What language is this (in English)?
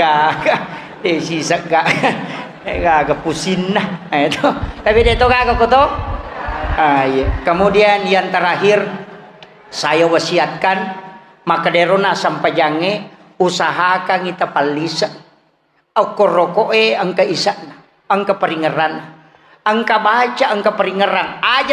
Buginese